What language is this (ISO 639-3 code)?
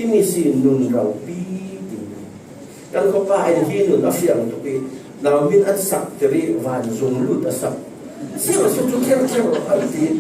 cfm